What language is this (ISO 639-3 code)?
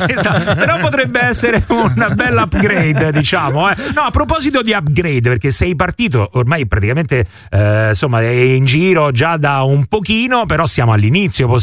ita